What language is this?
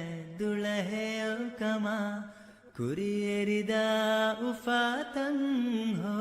Divehi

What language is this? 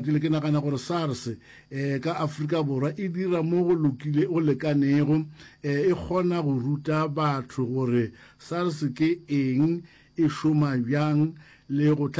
Northern Sotho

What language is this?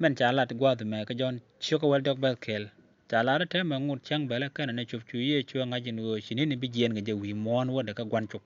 Nuer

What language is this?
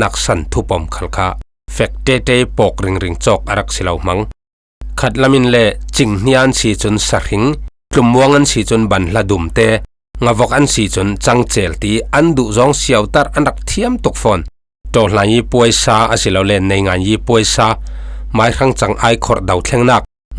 Falam Chin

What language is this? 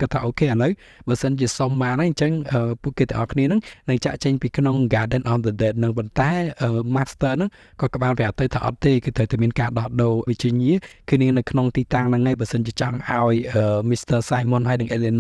Khmer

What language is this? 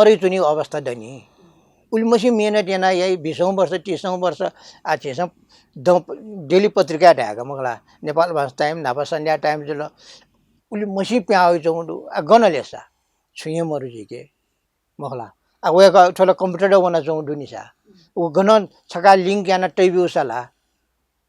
Newari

